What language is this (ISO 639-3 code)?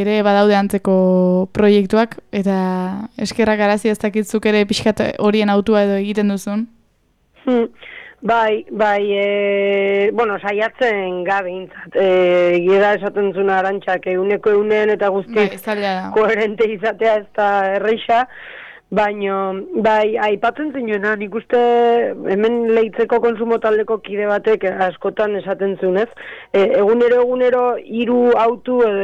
eus